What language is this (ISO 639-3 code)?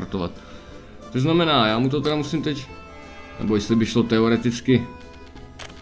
ces